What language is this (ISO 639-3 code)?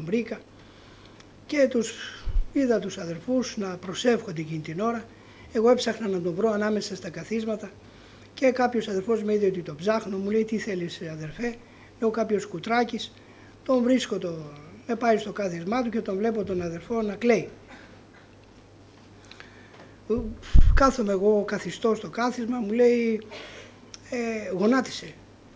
ell